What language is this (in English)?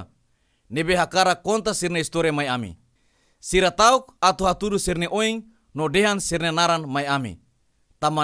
Tetum